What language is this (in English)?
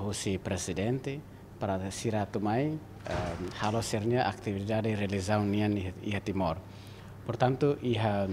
Tetum